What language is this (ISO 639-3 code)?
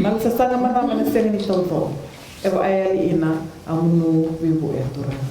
fij